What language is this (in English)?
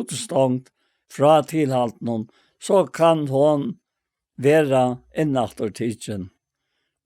Faroese